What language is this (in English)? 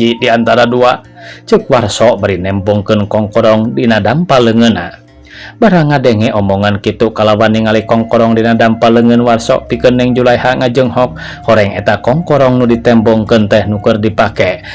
Sundanese